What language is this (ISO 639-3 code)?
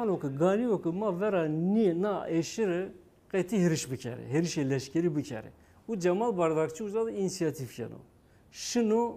zza